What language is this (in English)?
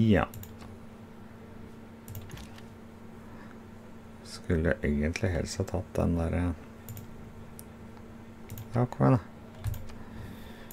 Norwegian